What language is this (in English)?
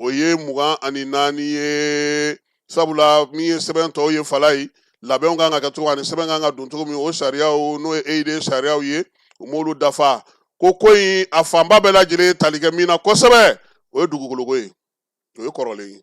Bambara